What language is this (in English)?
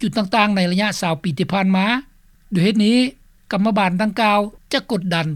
Lao